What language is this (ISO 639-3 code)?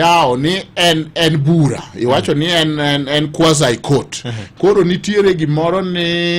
luo